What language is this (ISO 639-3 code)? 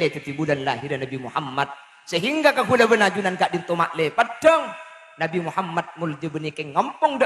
mad